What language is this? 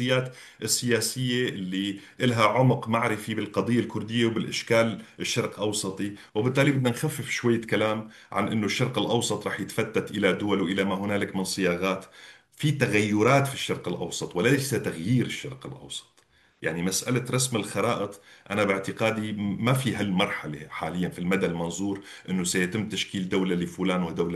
North Levantine Arabic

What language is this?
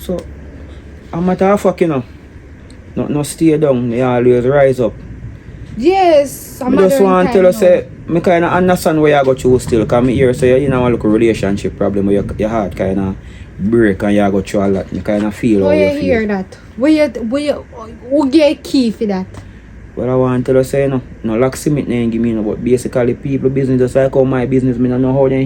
Jamaican Creole English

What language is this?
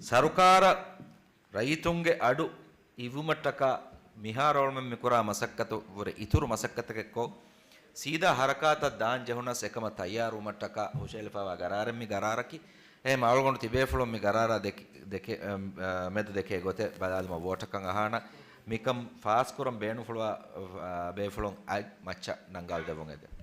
Divehi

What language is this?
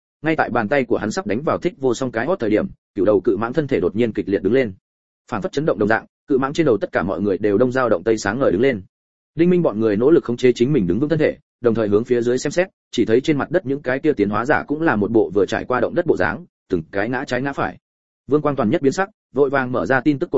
Vietnamese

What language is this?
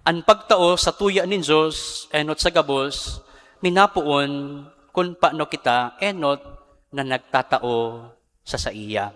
Bikol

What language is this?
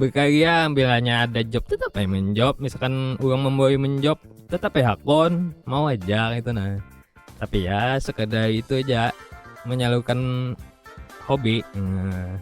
Banjar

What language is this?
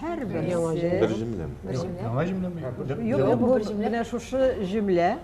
Tatar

